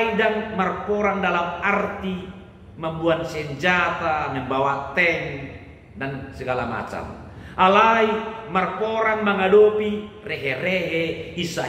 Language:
Batak Toba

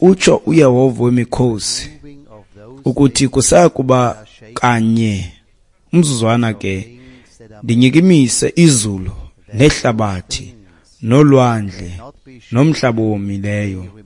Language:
Xhosa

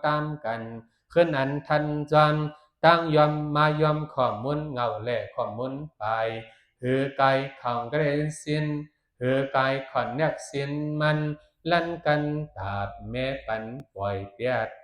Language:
Shan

